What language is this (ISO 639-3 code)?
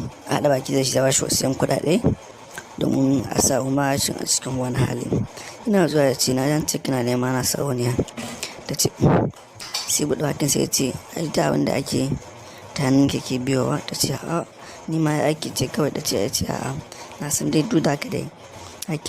hau